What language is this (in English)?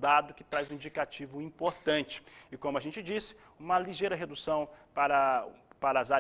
Portuguese